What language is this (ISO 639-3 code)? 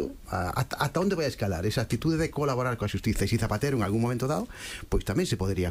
glg